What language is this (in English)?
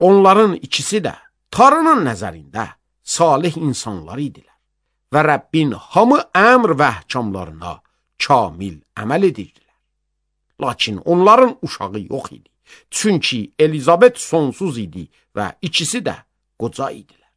Azerbaijani